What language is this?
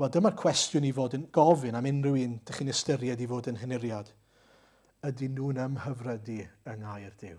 Welsh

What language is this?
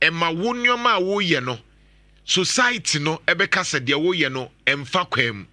Akan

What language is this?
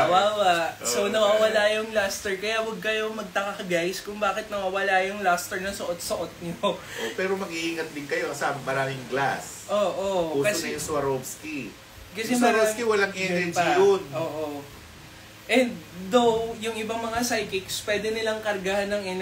Filipino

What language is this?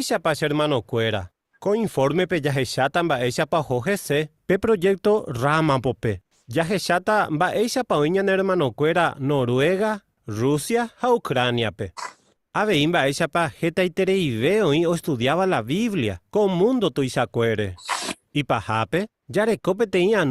Guarani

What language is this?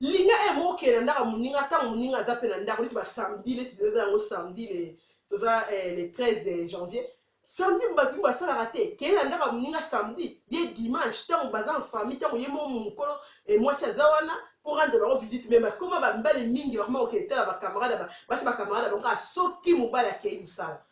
Lingala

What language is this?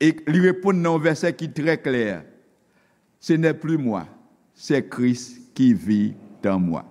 Haitian Creole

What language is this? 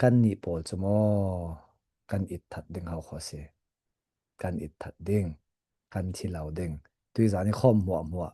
Falam Chin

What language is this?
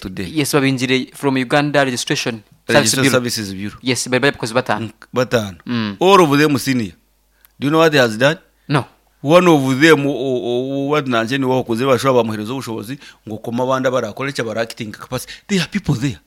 Nyankole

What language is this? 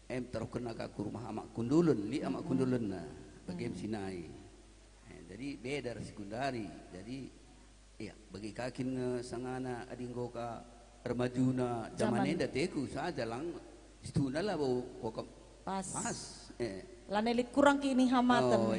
Batak Karo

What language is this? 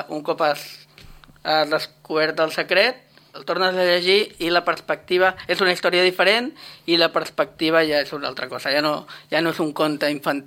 Catalan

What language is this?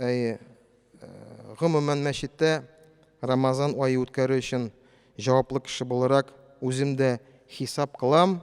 Tatar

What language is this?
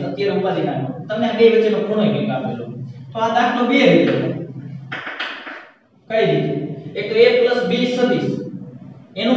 Gujarati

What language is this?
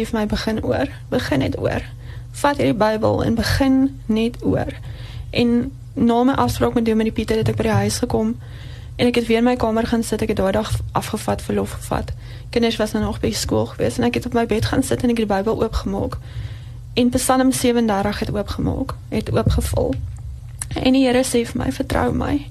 Afrikaans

